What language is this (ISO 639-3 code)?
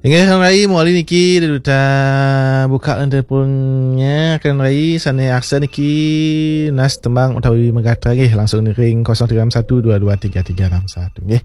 ban